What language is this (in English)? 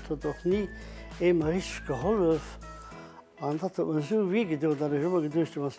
Luxembourgish